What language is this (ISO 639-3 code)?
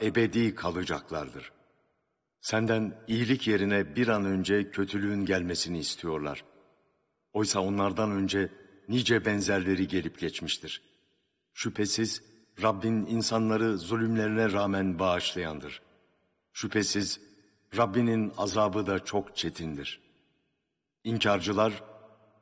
tur